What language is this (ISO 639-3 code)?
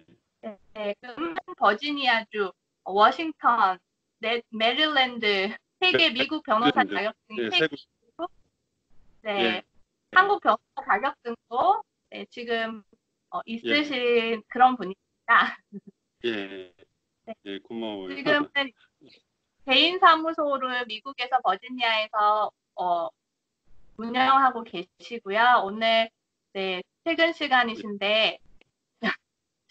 kor